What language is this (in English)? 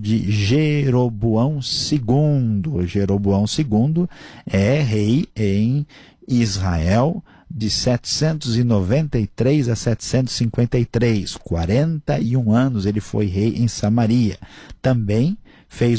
Portuguese